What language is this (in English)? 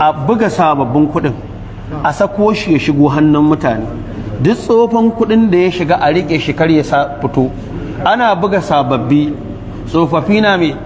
Hausa